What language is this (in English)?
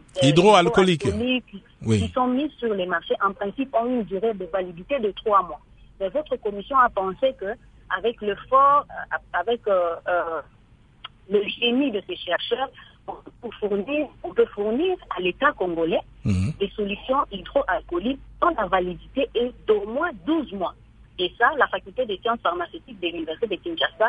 French